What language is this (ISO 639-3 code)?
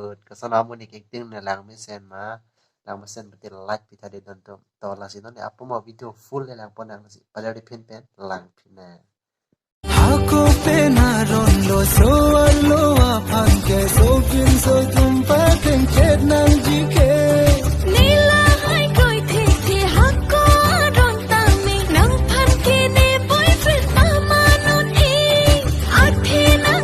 mjw